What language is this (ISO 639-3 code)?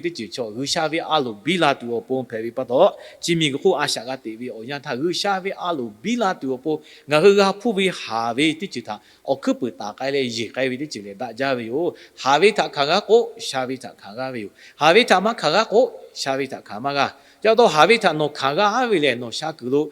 lhu